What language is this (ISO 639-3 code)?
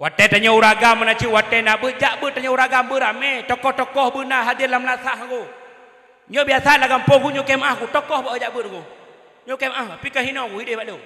ace